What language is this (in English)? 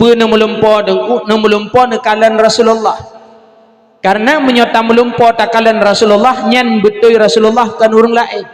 Achinese